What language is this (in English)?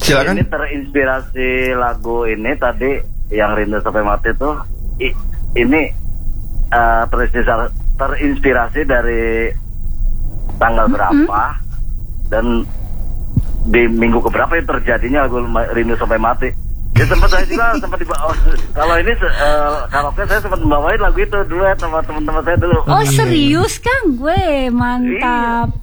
Indonesian